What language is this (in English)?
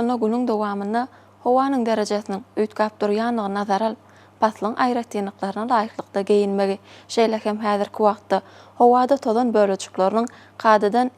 Turkmen